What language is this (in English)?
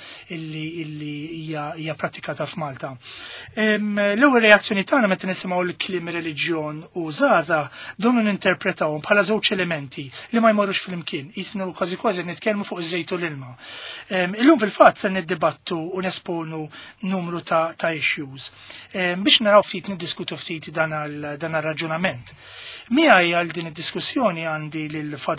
Maltese